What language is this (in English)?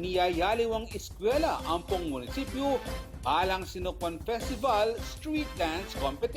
Pampanga